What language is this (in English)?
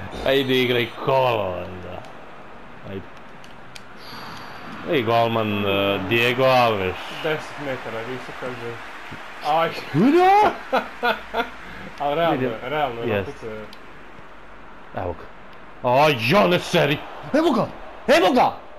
Serbian